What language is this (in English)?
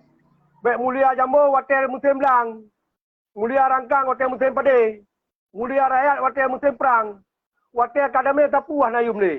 Achinese